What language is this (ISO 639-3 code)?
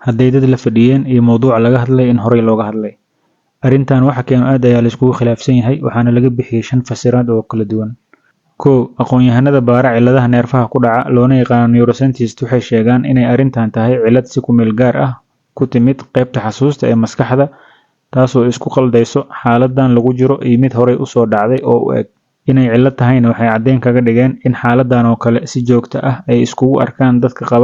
som